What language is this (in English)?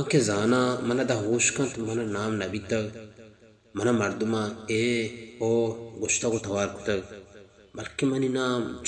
Baluchi